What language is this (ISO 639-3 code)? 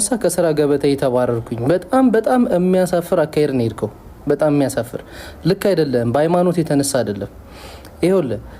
amh